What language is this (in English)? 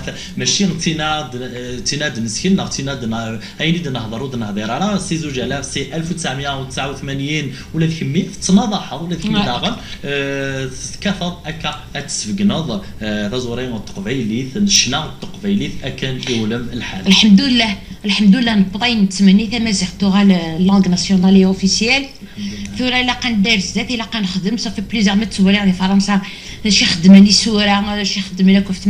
Kabyle